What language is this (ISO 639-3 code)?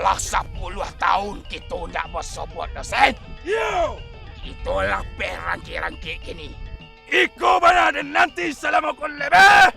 min